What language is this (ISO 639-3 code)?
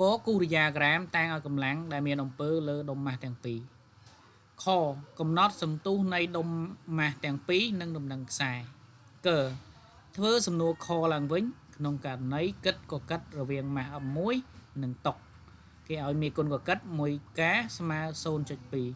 khm